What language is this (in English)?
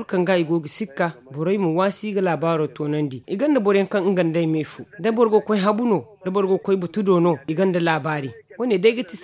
Zarma